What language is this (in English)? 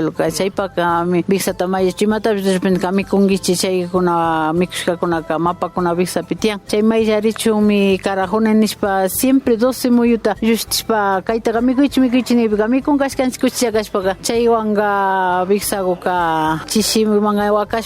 Imbabura Highland Quichua